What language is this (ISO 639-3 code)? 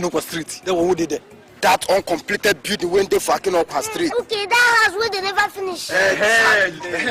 pcm